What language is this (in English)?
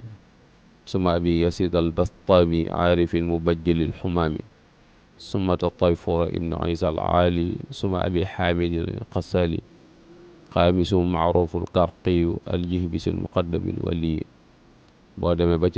Wolof